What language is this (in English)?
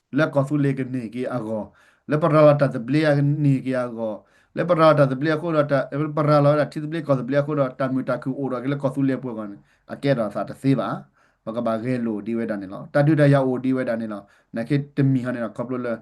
S'gaw Karen